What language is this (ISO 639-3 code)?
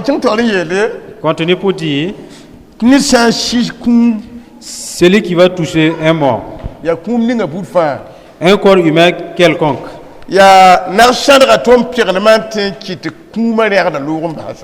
mos